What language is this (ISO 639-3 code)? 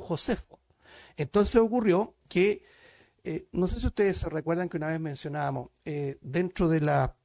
spa